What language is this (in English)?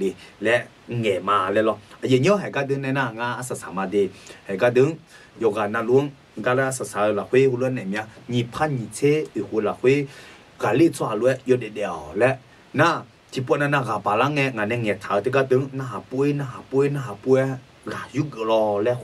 Akha